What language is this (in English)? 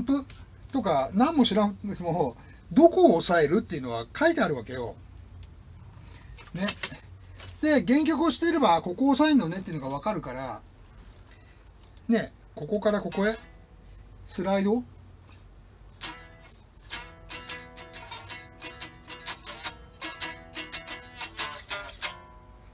Japanese